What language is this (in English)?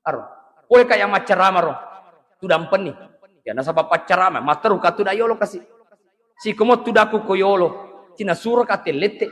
Buginese